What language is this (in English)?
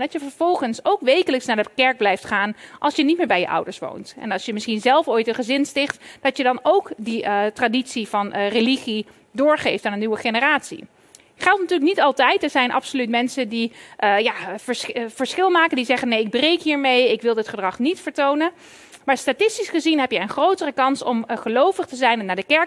Dutch